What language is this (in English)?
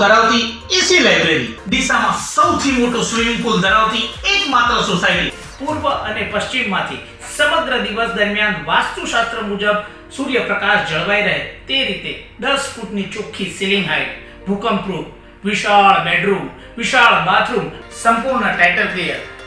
Gujarati